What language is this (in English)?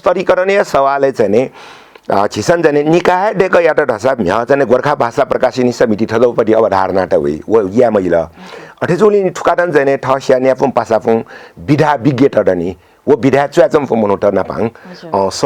Newari